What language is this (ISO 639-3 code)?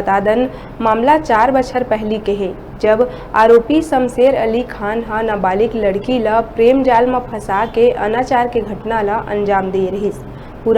hne